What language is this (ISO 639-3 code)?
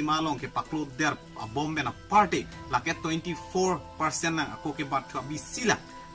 mjw